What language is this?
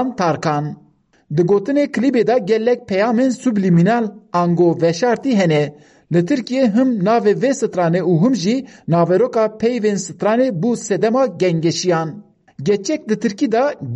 Kurdish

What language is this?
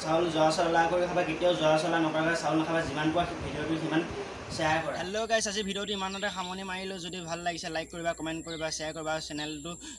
Assamese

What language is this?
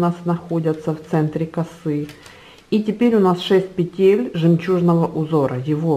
Russian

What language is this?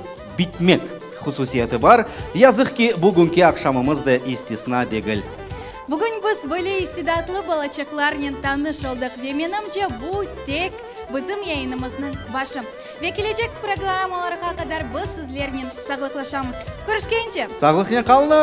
Crimean Tatar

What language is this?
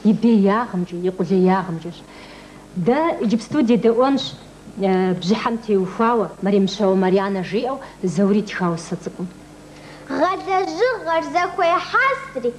Kabardian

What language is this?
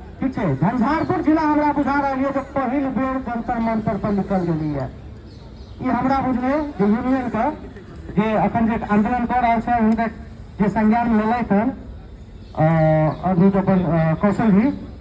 Maithili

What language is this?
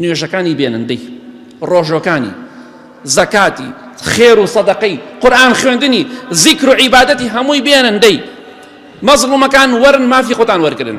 Central Kurdish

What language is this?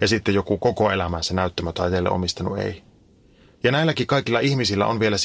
Finnish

